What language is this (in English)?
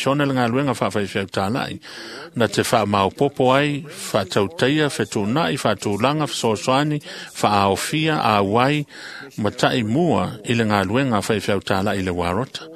Samoan